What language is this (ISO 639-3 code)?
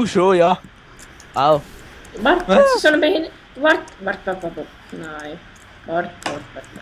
gsw